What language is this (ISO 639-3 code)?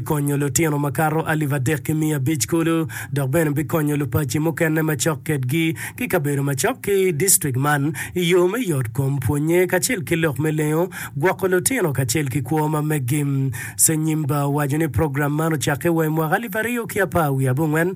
ach